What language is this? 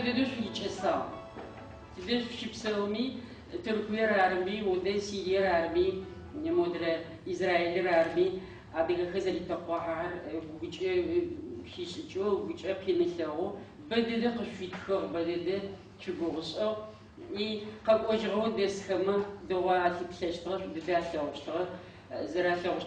Adyghe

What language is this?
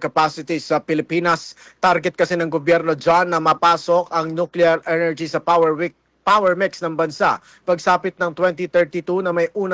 Filipino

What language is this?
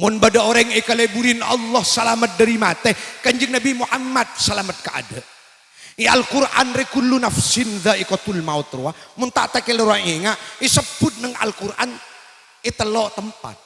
Madurese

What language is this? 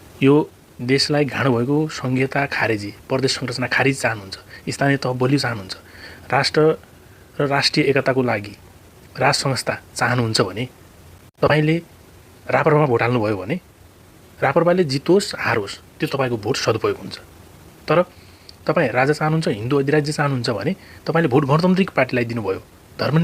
Nepali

